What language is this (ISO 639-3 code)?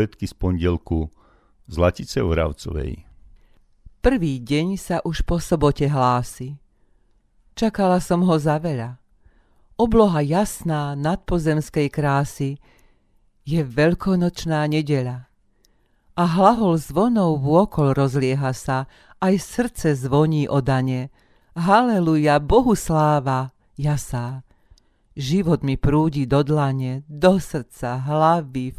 slk